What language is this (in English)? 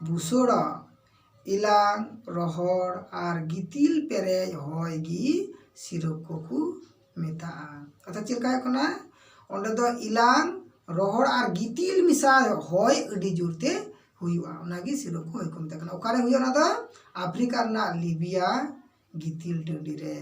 Santali